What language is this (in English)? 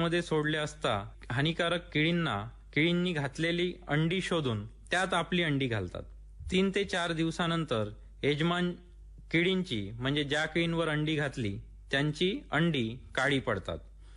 Marathi